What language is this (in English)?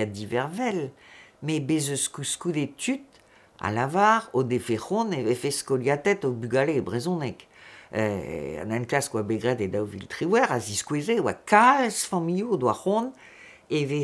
Breton